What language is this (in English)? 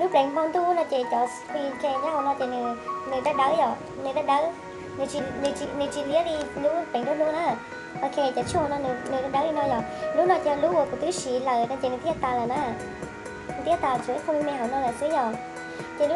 Hmong